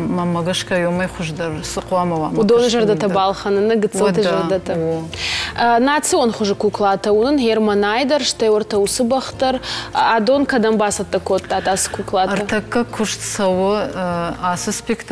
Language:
Ossetic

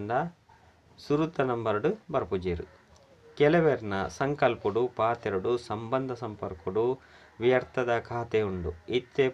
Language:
Tulu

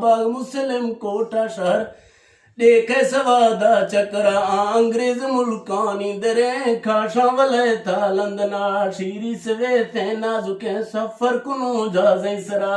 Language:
Eastern Balochi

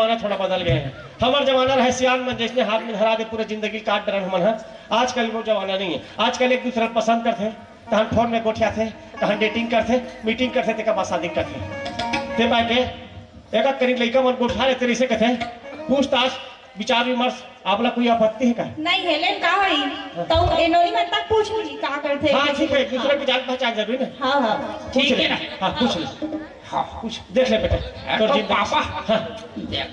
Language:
Chhattisgarhi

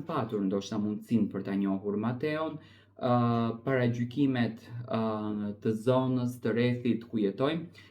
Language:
Albanian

